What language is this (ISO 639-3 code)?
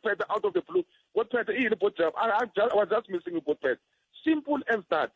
tso